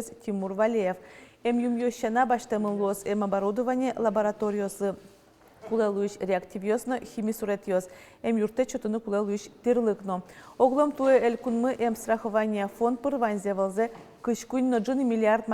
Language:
Udmurt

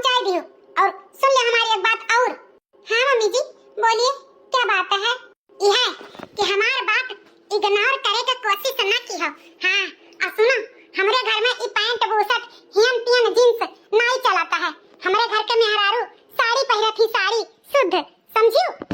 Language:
Awadhi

